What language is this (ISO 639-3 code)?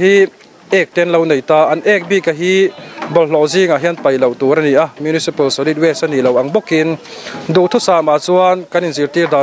lus